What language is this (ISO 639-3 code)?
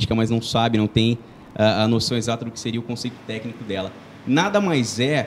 por